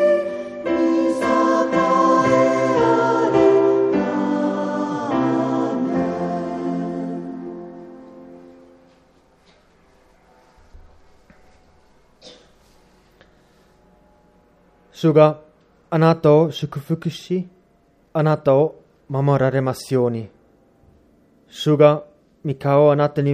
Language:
Japanese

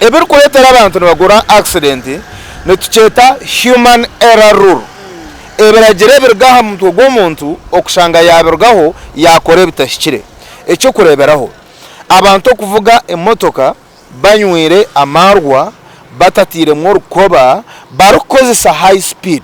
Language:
Nyankole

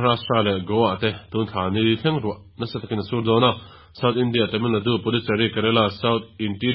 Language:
Mizo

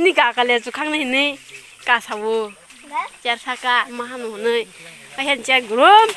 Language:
Kok Borok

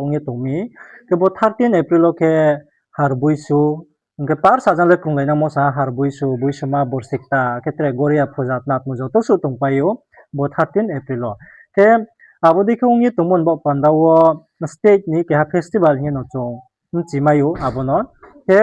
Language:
Riang (India)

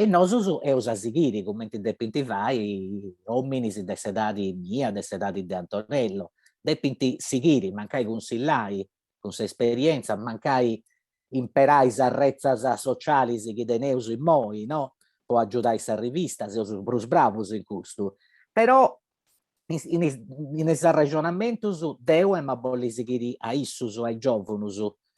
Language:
Sardinian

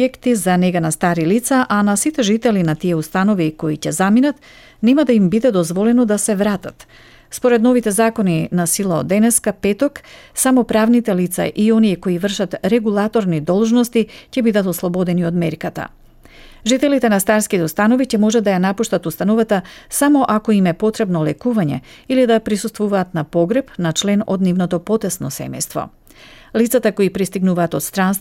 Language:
Macedonian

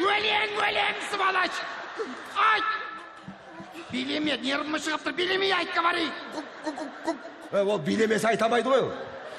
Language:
Kazakh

